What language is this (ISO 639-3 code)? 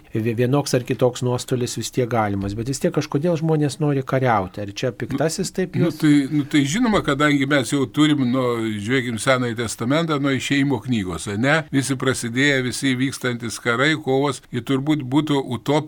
lit